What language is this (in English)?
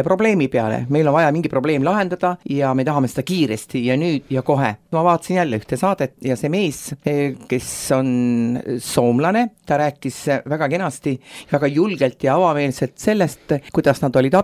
Estonian